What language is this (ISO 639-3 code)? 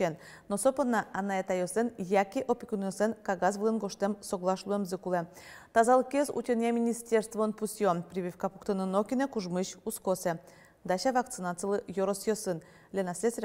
udm